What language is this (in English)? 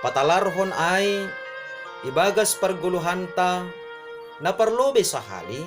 Batak Simalungun